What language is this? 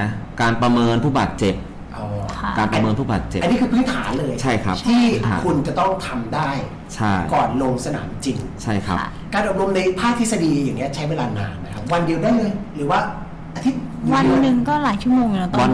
Thai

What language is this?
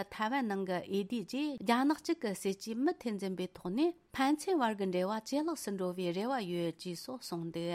Tibetan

